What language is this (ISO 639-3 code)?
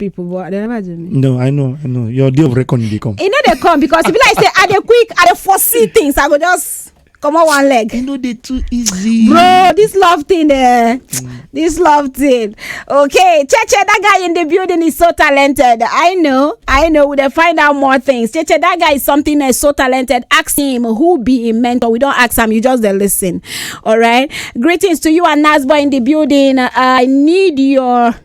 pcm